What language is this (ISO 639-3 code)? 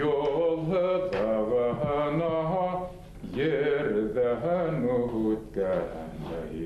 bak